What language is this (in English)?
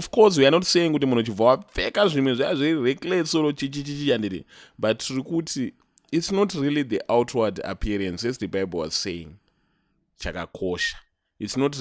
Shona